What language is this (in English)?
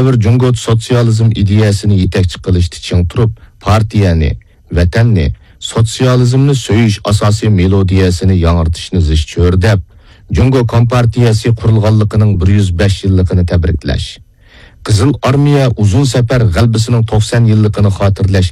Uyghur